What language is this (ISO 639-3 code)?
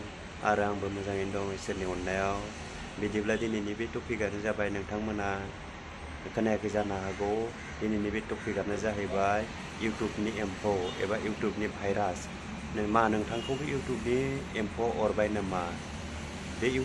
brx